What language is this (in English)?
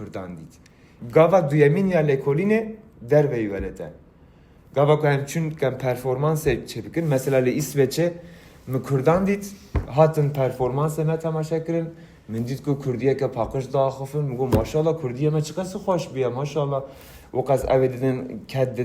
Kurdish